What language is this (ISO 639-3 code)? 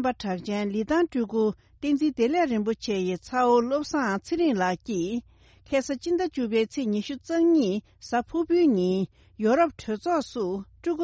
bod